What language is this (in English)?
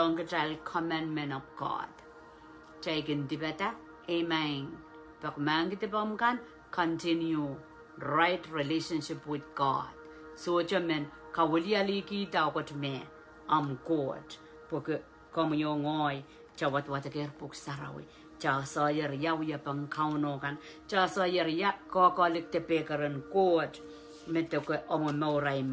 Pohnpeian